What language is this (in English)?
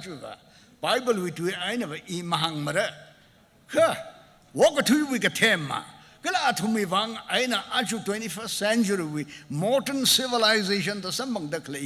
Tangkhul Naga (India)